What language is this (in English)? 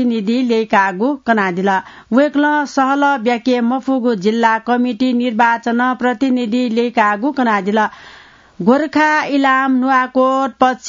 Newari